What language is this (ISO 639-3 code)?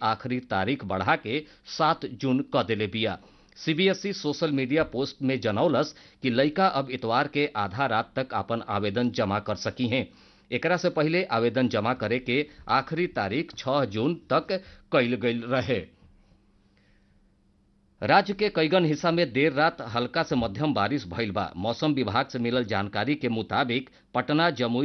bho